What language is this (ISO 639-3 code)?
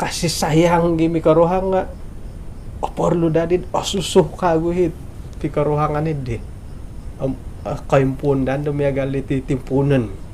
dtp